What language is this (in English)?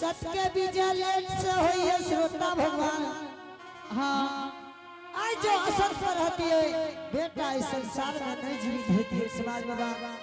Angika